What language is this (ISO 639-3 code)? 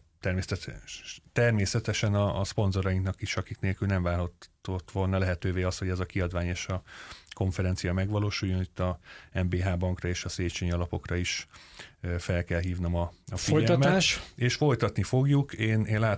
hun